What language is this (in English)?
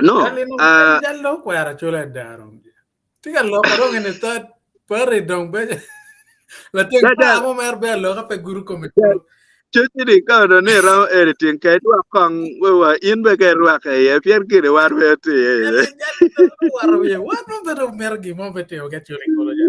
Acoli